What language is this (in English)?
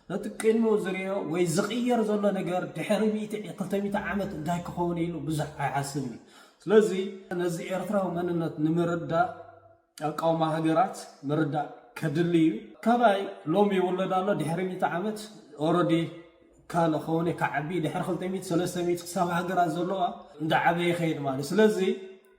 Tigrinya